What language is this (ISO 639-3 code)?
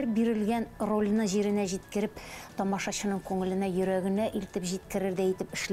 bak